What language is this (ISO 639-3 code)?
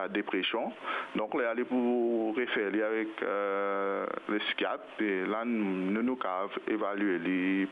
mfe